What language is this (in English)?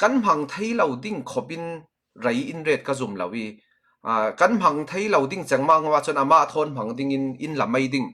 Falam Chin